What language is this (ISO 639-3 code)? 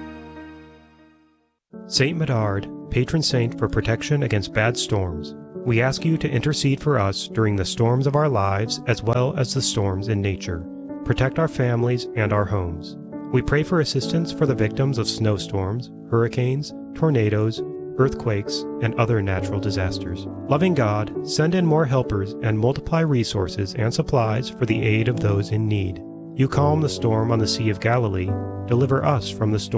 eng